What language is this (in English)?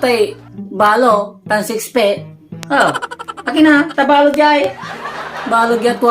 Pangasinan